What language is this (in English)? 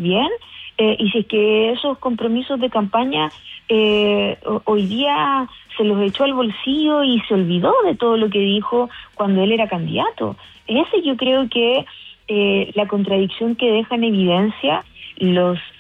Spanish